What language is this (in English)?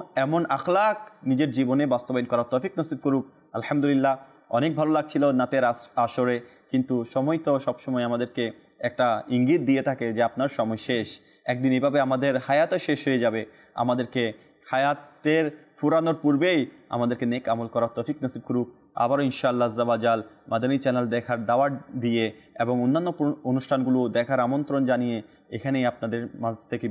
Bangla